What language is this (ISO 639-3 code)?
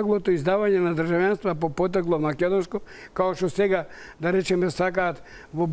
mkd